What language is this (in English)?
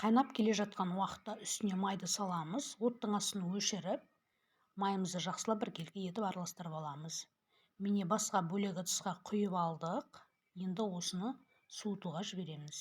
Kazakh